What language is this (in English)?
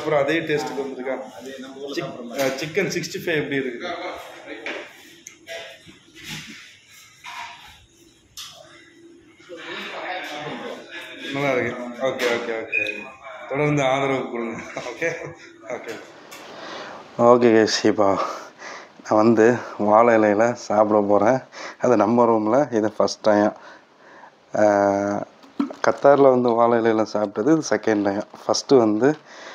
Tamil